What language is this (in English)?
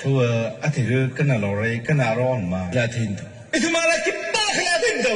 Tangkhul Naga (India)